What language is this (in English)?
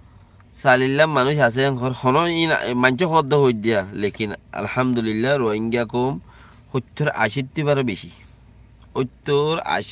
Rohingya